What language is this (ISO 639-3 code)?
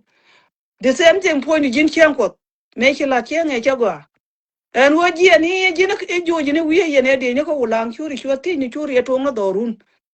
nus